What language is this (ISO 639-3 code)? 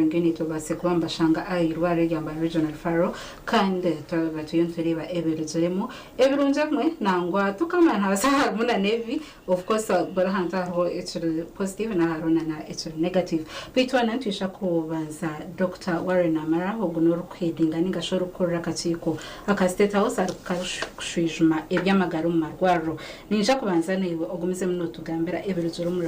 nyn